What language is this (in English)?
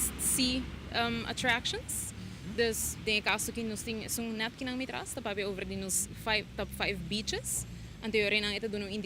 Papiamento